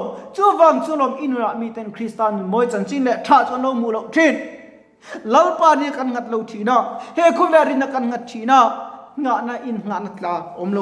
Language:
Mizo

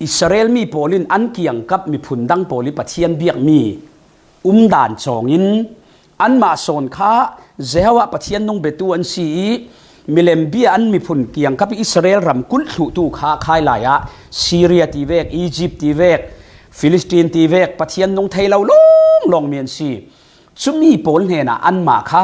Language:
Falam Chin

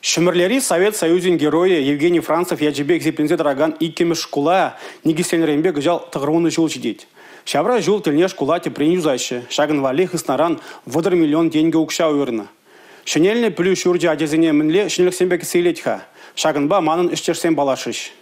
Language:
Chuvash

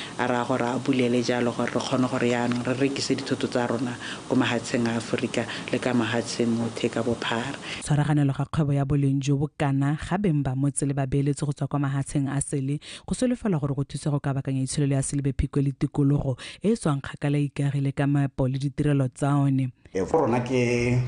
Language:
Tswana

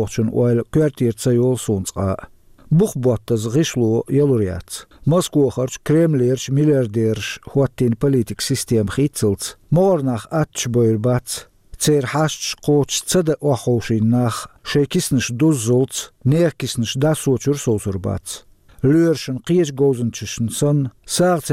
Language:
Chechen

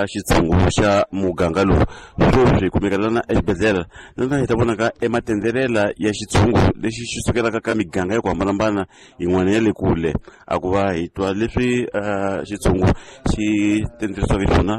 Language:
Tsonga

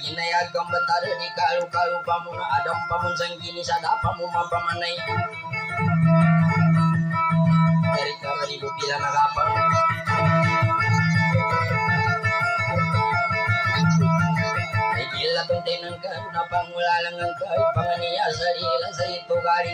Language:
Maguindanaon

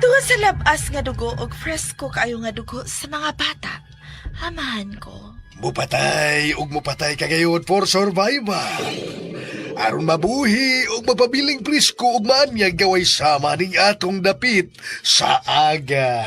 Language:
Cebuano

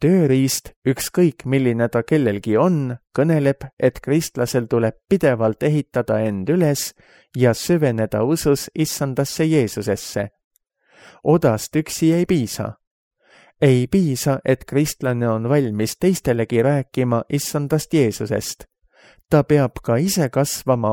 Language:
Estonian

